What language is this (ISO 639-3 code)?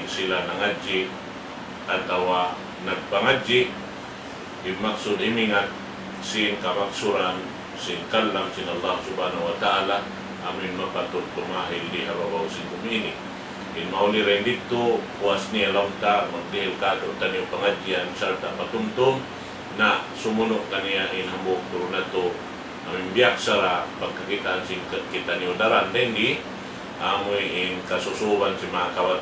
tsg